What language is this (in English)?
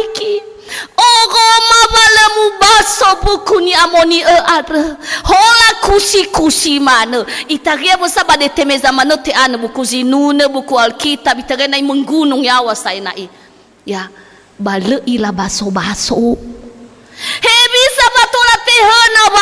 Nias